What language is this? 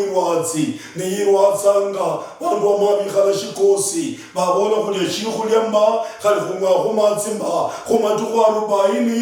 Luyia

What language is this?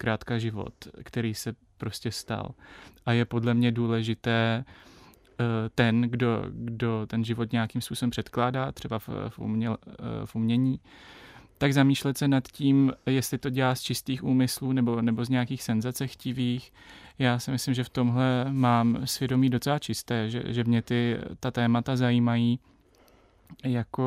Czech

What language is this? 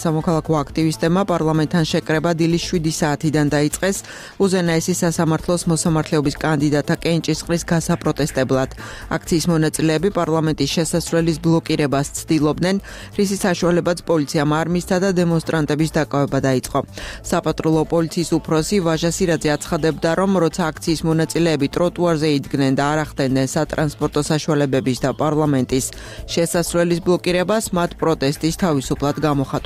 Georgian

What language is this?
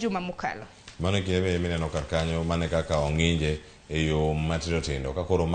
Luo (Kenya and Tanzania)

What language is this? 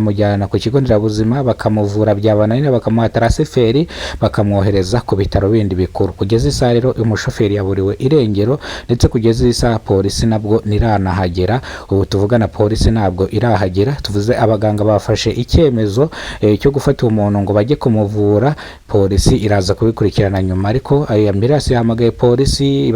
Kinyarwanda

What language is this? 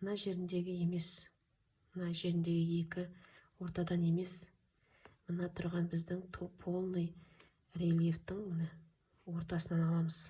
Kazakh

